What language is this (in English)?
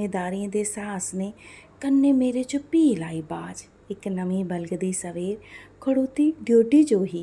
Dogri